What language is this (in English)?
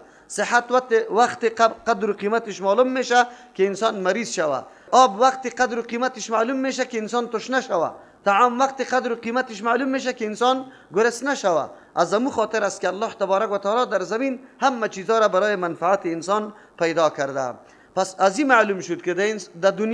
Persian